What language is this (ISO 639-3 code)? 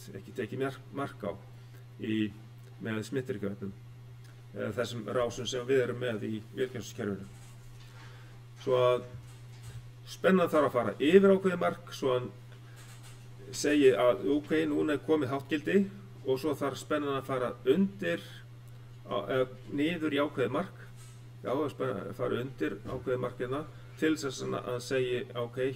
isl